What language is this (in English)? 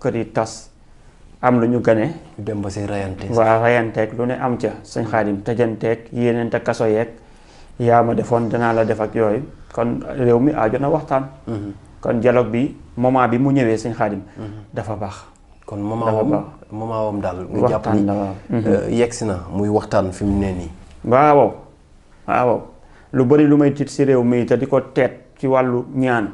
Wolof